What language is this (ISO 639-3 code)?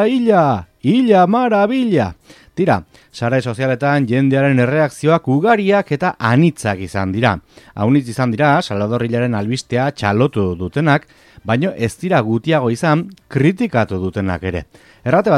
eus